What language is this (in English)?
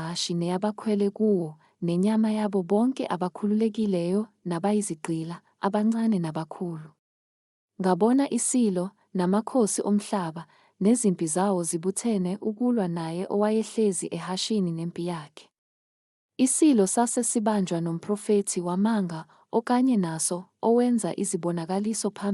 Zulu